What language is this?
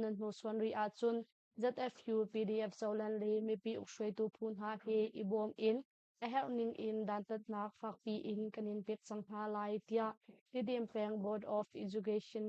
Hakha Chin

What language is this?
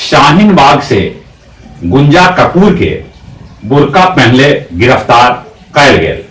Magahi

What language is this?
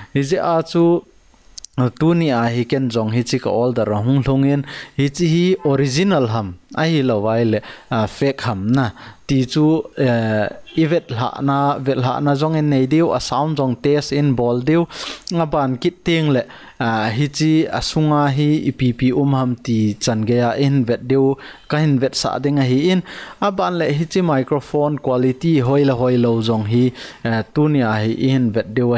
Thado Chin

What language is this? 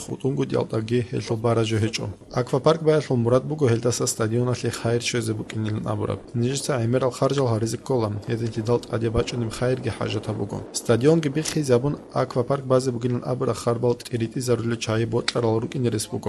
Avaric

